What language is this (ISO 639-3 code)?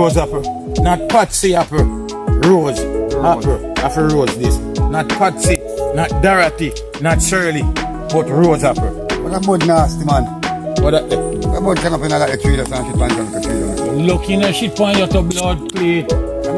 jam